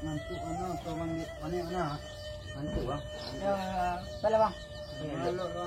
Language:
Minangkabau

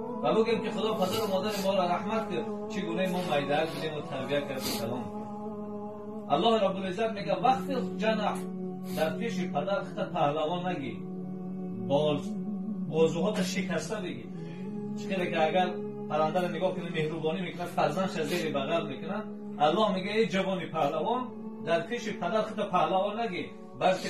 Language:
Tajik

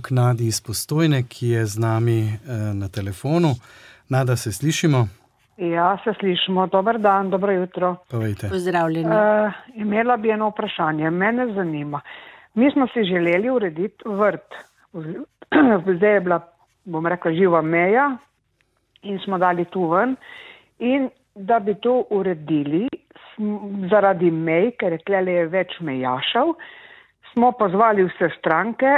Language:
Slovenian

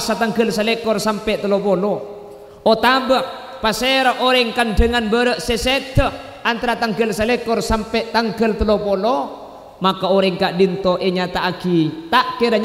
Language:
Madurese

